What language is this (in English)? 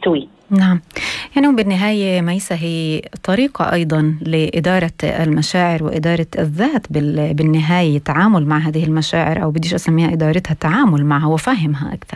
North Levantine Arabic